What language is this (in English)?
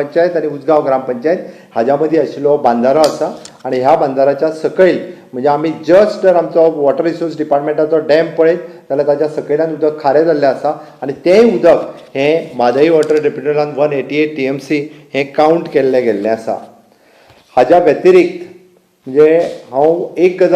Konkani